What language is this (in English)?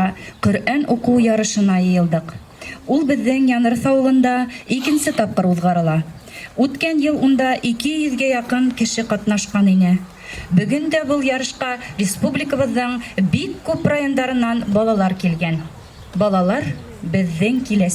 Bashkir